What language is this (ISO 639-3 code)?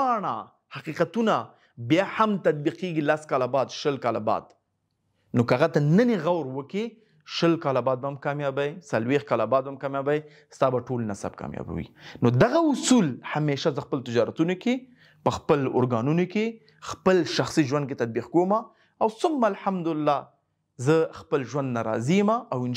pus